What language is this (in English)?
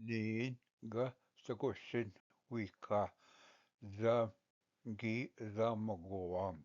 Ojibwa